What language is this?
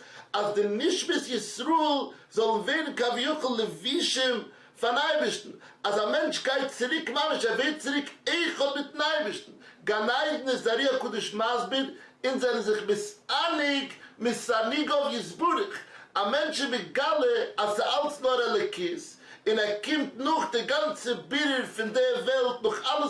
Yiddish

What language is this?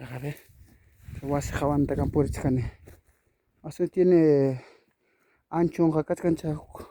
Ayacucho Quechua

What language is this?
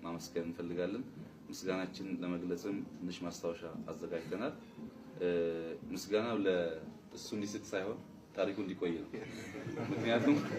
Amharic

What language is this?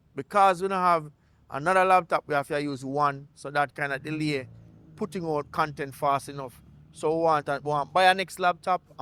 Jamaican Creole English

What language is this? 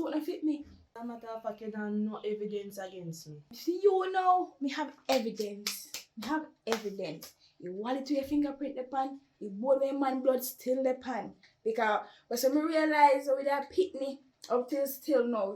Jamaican Creole English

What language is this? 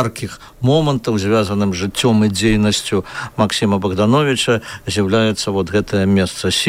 Belarusian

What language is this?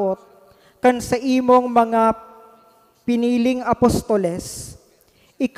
Bikol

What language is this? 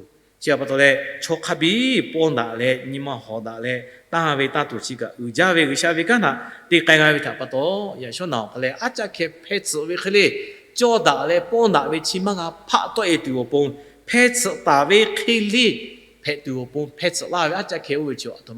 Lahu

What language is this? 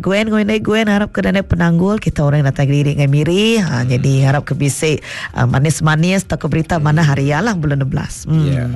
Iban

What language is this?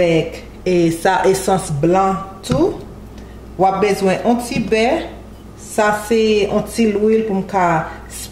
Haitian Creole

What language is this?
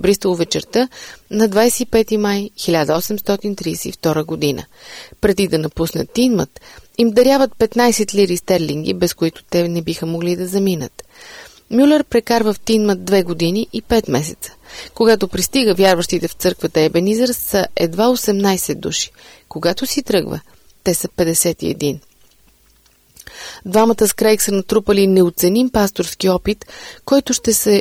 Bulgarian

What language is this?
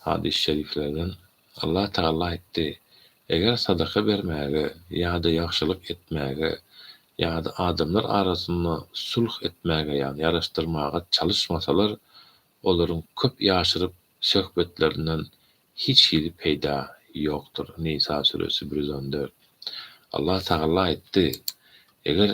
Turkmen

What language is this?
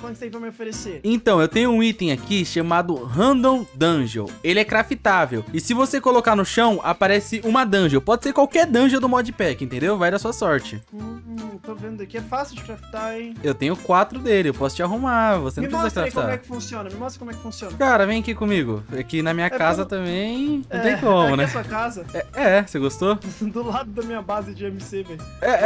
Portuguese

